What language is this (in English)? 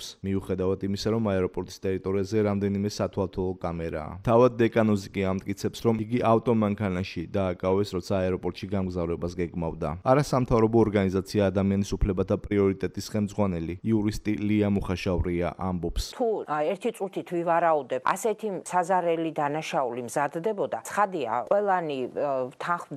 Georgian